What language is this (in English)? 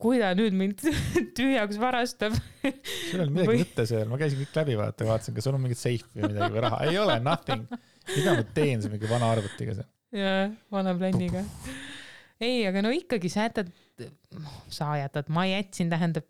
Estonian